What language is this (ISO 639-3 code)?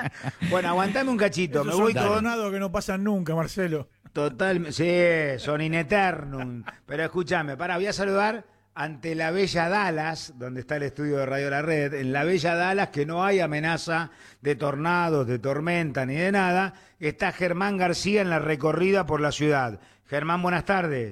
spa